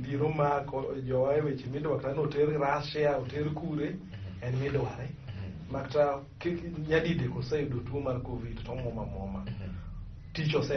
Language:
Luo (Kenya and Tanzania)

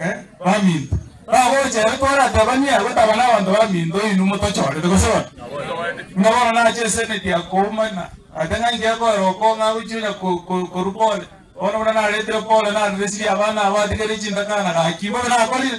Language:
Gusii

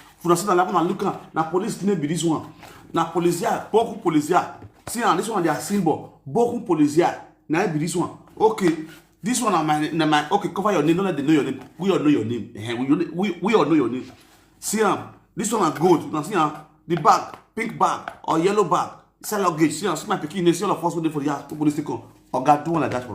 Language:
Nigerian Pidgin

